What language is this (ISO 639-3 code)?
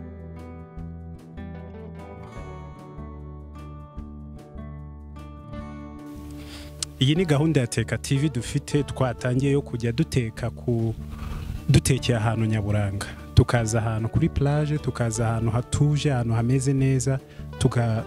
kin